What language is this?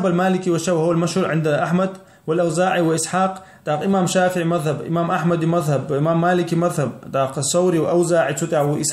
Chechen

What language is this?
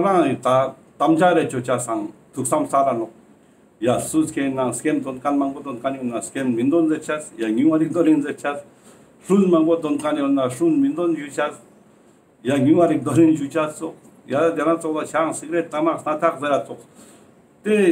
Ladakhi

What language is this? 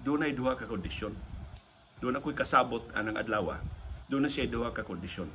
Cebuano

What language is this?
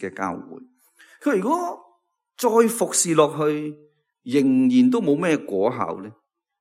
Cantonese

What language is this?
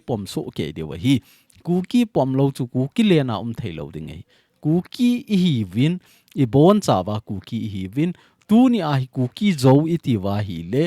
Thado Chin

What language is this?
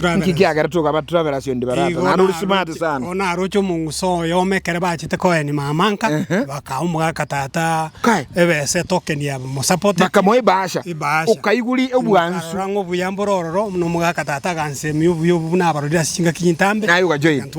Gusii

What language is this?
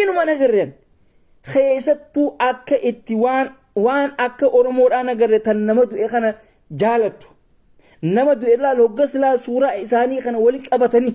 Oromo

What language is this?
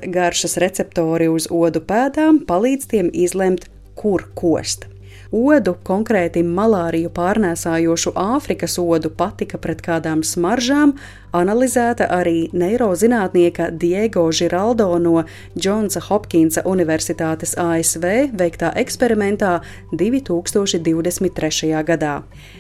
Latvian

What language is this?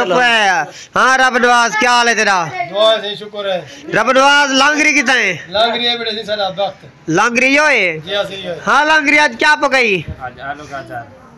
Saraiki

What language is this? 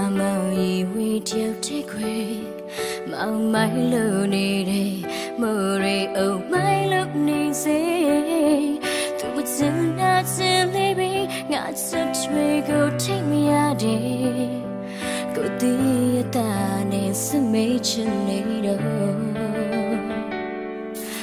Burmese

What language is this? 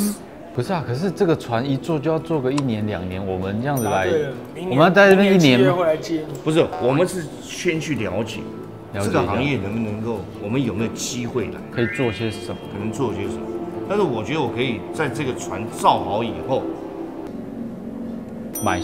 Chinese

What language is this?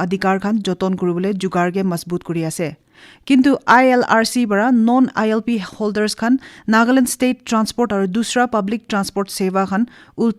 Naga Pidgin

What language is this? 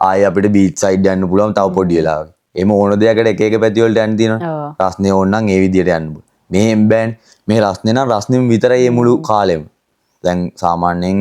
Sinhala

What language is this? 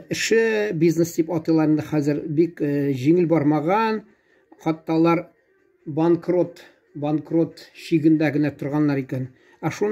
Tatar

